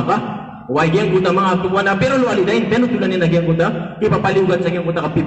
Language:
Maranao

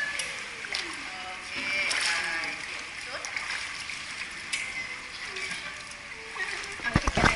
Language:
Thai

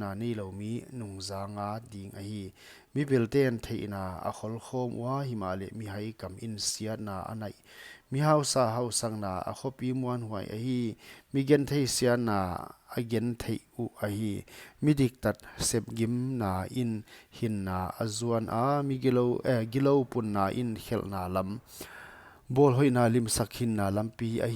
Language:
Paite Chin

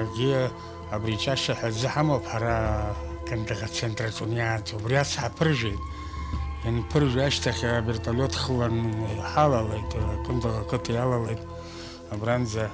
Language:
Abkhazian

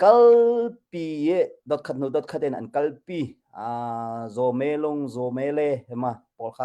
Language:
Hakha Chin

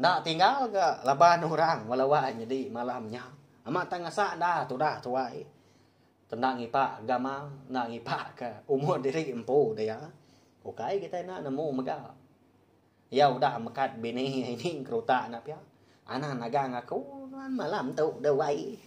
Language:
Iban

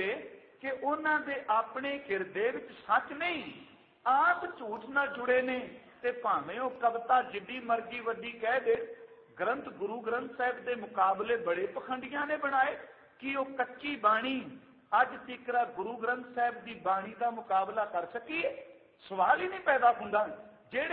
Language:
Punjabi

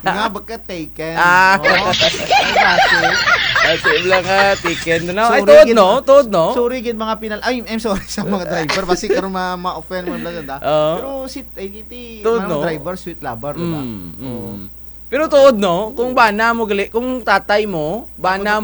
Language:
Kinaray-a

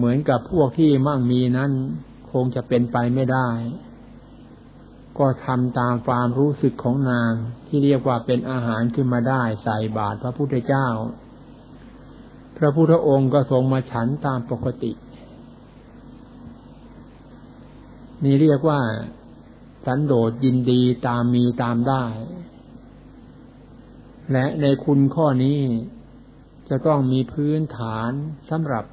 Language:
Thai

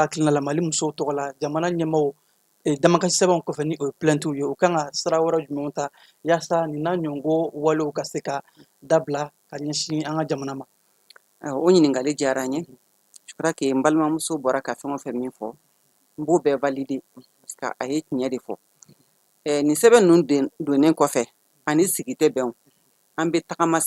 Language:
Bambara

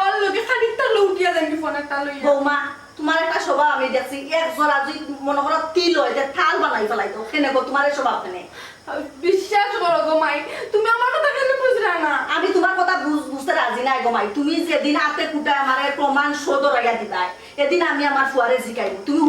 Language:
Sylheti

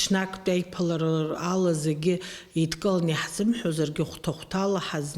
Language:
Abkhazian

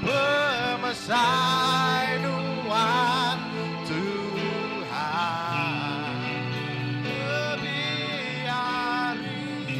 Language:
Iban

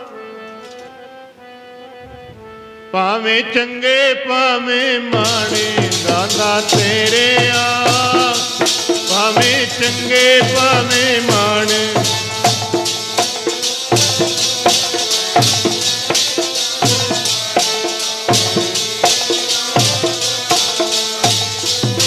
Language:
Punjabi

